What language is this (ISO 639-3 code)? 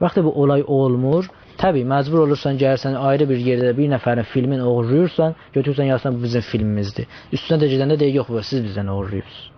azb